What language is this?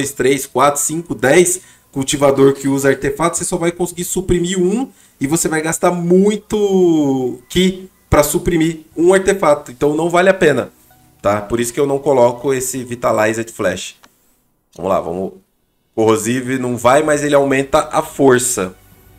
Portuguese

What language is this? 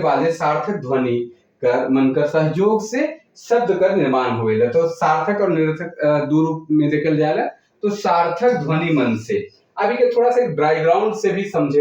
Sadri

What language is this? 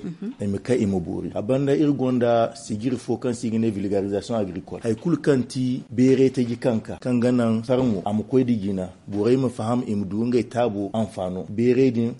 Zarma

